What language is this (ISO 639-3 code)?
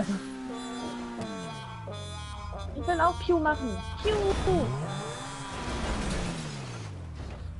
deu